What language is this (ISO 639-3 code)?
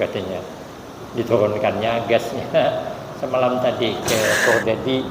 bjn